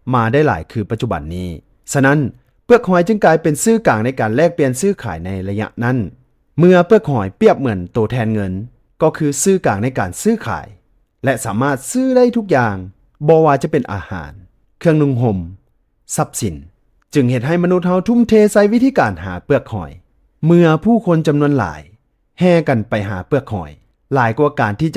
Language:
Lao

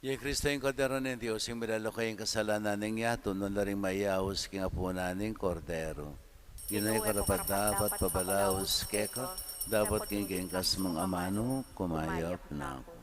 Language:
Pampanga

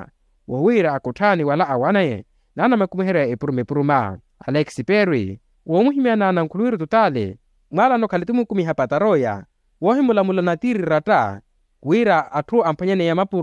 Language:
Makhuwa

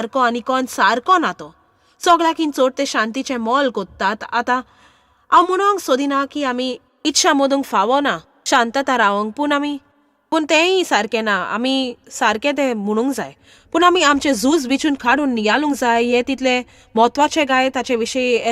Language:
Konkani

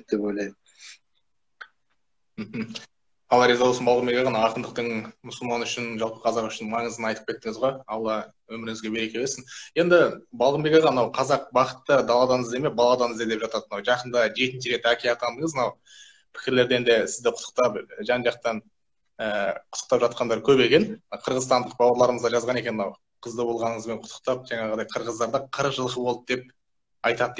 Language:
Kazakh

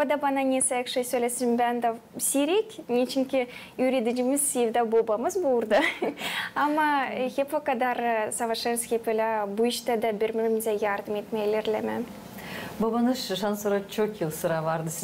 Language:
Gagauz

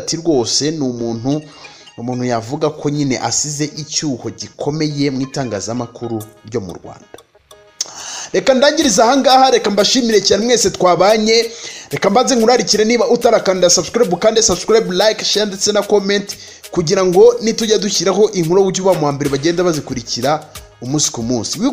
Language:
Kinyarwanda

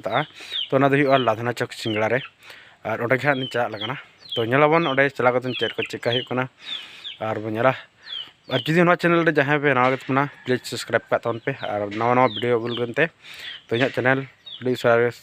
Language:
Santali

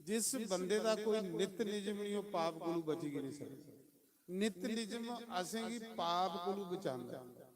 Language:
Dogri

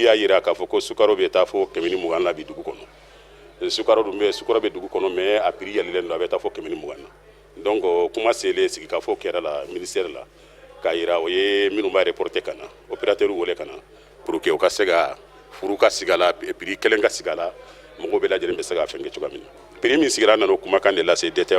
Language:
Bambara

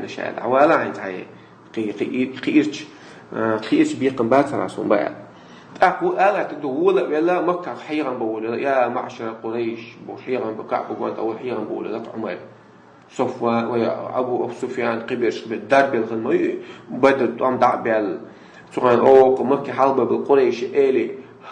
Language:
Chechen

